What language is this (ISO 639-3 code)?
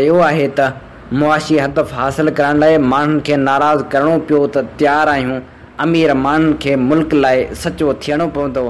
snd